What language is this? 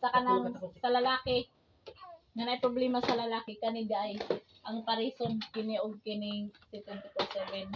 Cebuano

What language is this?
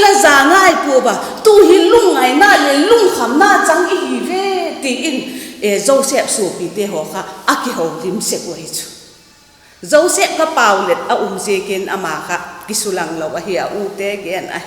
Vaiphei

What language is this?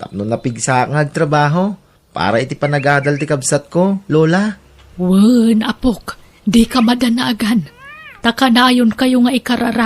Iloko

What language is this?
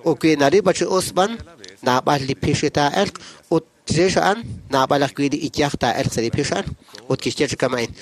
Kekchí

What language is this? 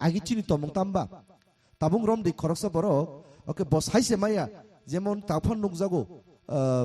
Kok Borok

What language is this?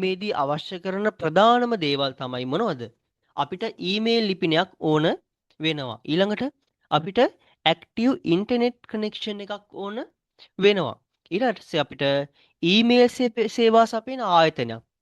Sinhala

